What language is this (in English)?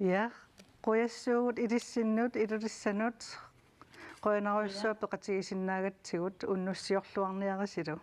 Kalaallisut